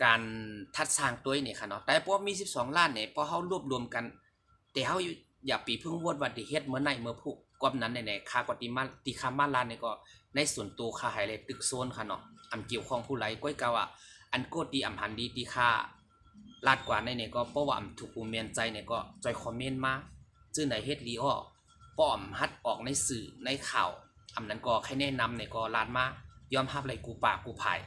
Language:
Shan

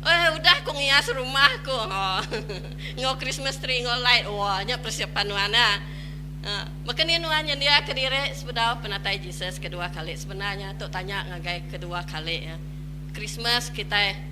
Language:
Iban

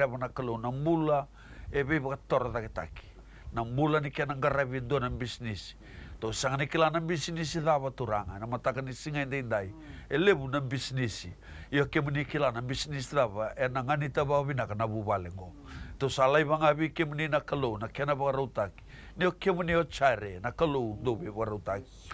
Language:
Fijian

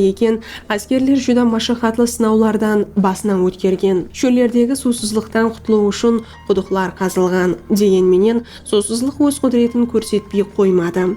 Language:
Kara-Kalpak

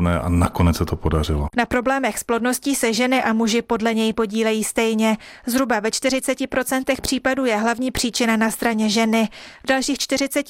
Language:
Czech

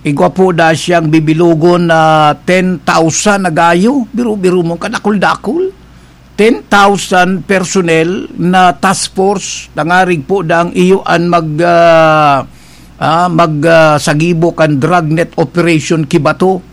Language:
Bikol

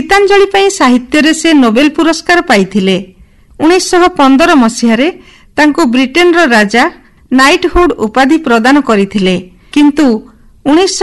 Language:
Odia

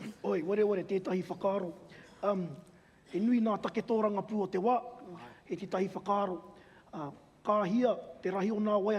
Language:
Māori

